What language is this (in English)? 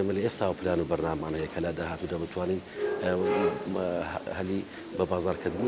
Central Kurdish